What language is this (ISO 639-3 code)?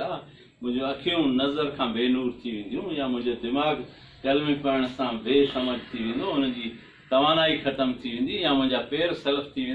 snd